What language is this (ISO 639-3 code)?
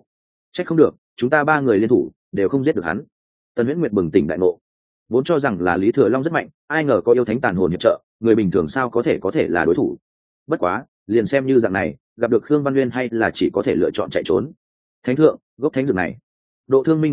vie